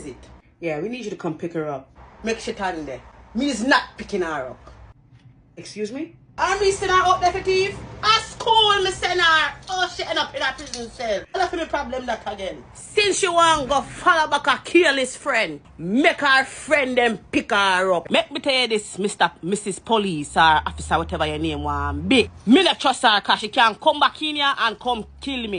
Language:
Jamaican Creole English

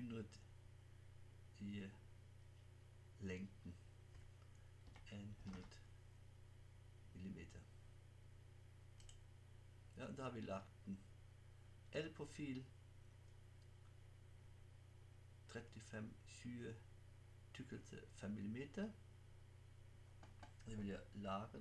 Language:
Norwegian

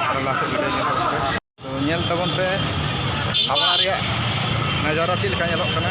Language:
Santali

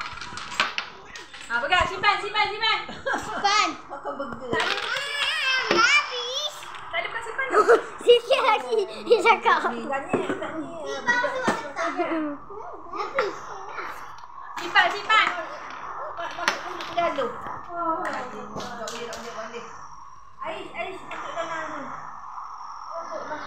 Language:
Malay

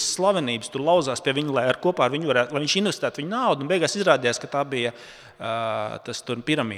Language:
Latvian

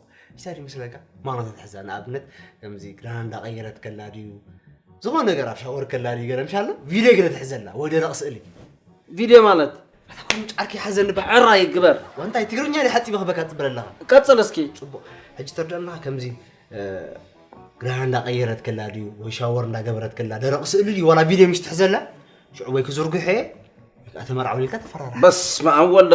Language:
Tigrinya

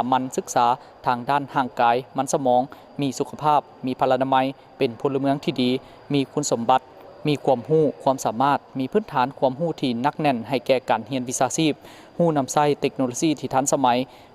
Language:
Lao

